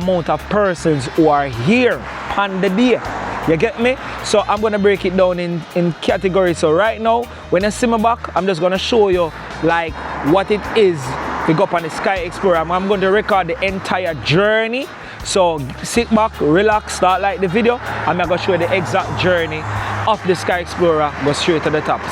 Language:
Jamaican Creole English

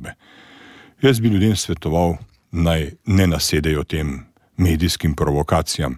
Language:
Slovenian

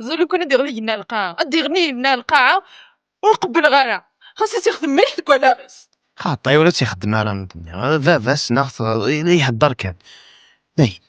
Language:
Kabyle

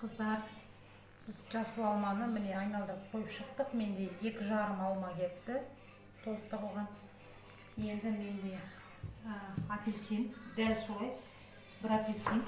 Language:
Kazakh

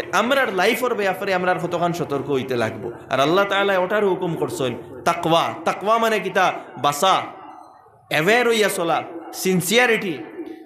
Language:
Sylheti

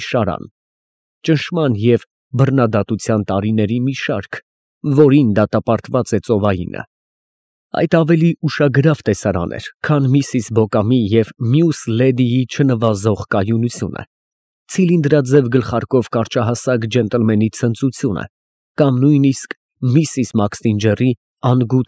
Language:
Armenian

